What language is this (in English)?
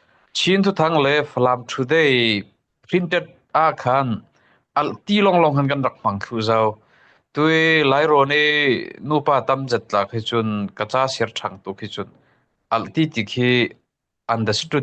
Falam Chin